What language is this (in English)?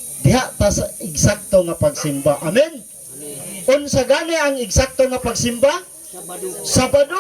Cebuano